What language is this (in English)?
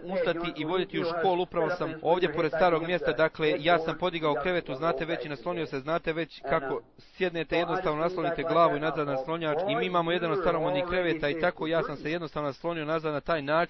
Bosnian